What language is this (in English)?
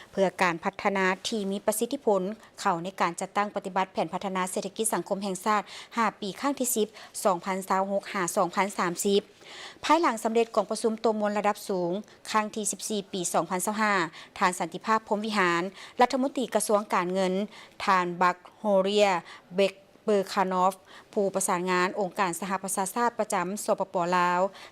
Lao